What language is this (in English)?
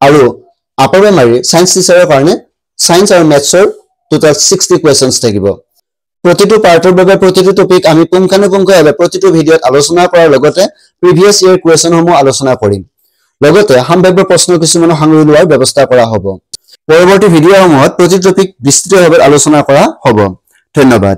Assamese